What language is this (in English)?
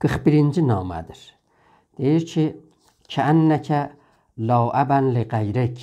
South Azerbaijani